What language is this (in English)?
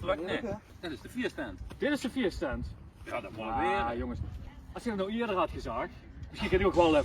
Limburgish